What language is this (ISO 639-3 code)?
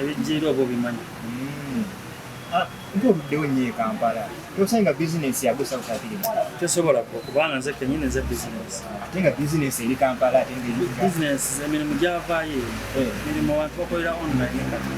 lug